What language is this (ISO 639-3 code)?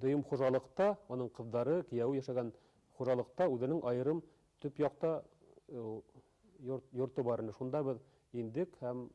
bak